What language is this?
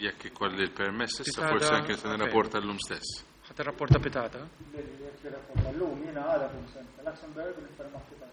Maltese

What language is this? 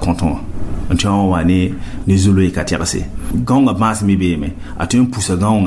Mossi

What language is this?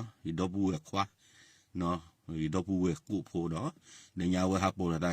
S'gaw Karen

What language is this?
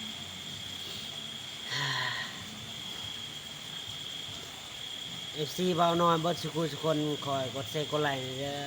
Lao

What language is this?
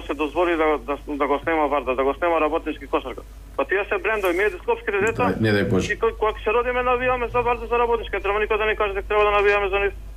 Macedonian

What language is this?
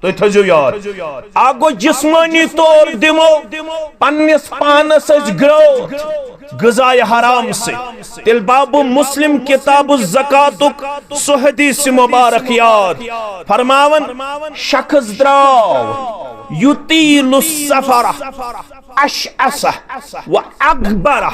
Kashmiri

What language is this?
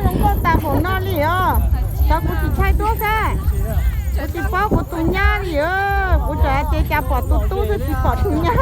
Hmong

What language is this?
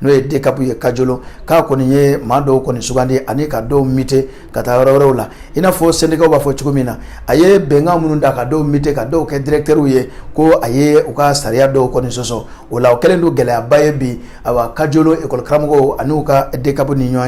Bambara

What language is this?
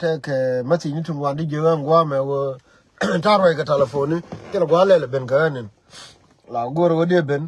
Nuer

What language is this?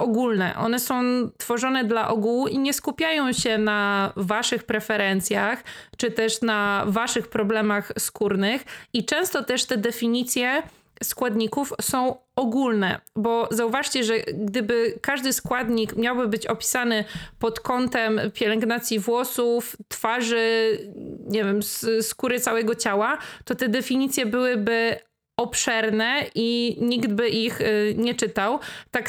Polish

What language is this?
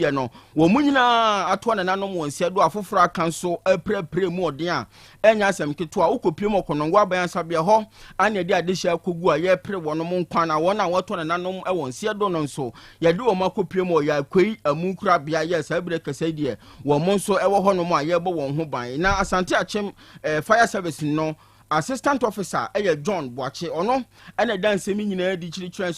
Akan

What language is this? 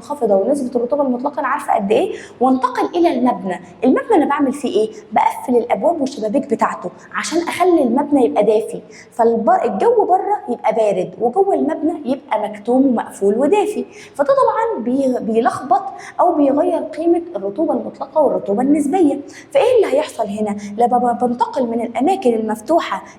Egyptian Arabic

